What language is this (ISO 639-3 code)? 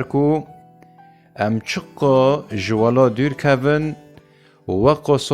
kur